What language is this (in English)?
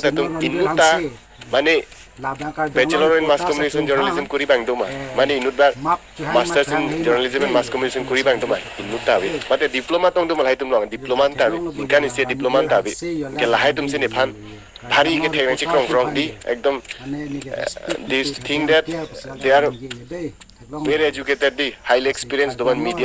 Karbi